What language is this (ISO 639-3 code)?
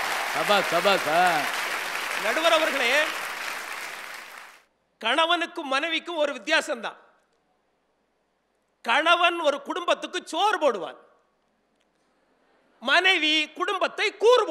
tam